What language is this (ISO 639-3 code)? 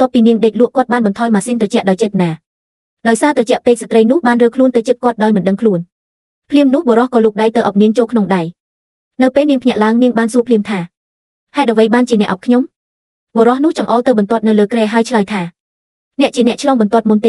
khm